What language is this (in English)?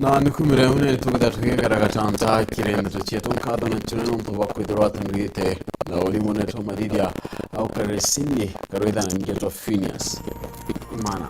Meru